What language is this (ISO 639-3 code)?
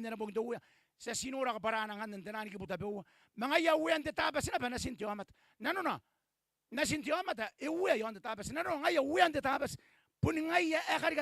gil